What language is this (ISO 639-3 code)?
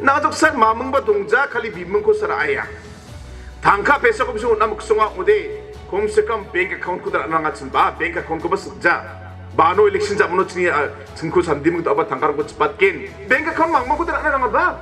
grt